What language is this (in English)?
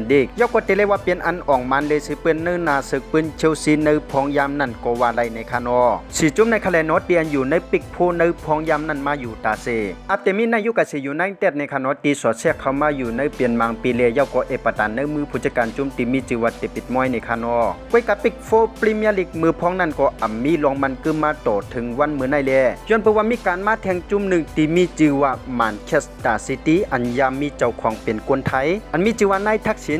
Shan